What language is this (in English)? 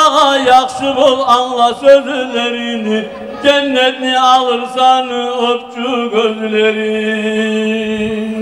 Kumyk